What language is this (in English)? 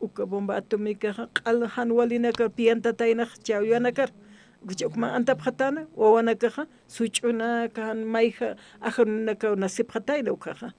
Aymara